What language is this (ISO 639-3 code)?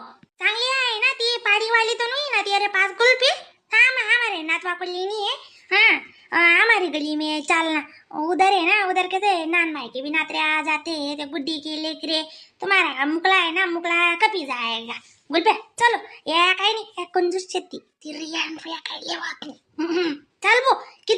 khn